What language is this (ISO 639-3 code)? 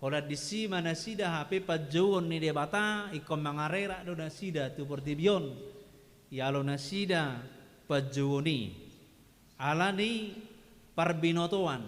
bbc